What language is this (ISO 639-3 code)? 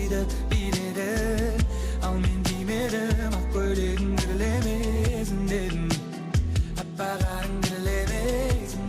kaa